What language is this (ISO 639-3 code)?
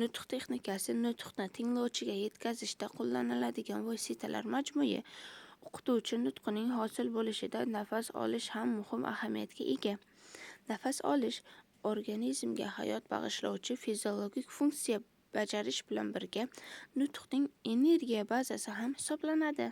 uzb